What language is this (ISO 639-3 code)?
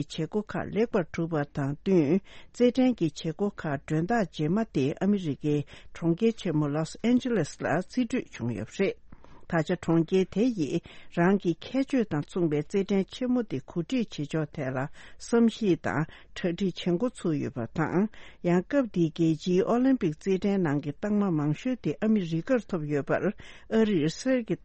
bod